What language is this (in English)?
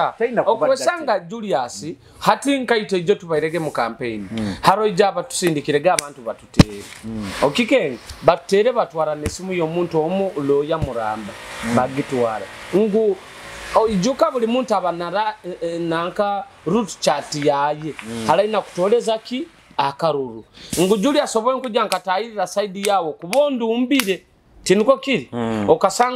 Nyoro